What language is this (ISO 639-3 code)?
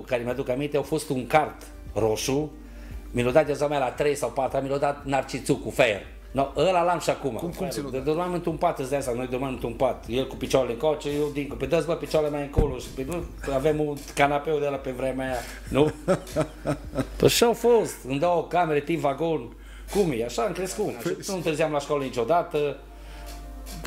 ron